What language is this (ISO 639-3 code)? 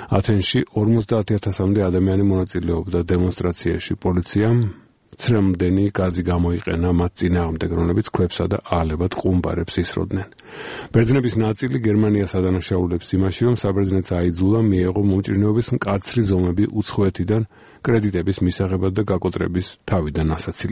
kat